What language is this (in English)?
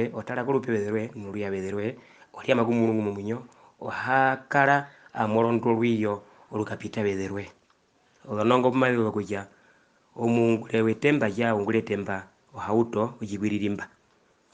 Herero